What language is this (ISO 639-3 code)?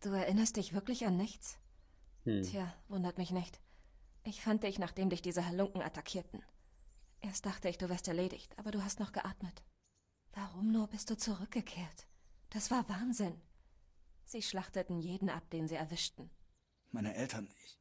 gsw